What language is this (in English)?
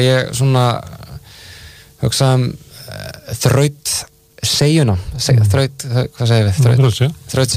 Icelandic